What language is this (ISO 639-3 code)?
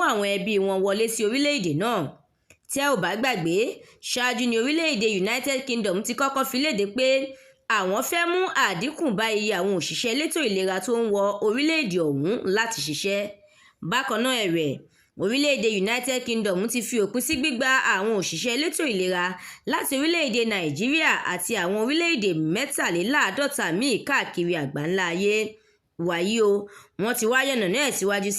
yor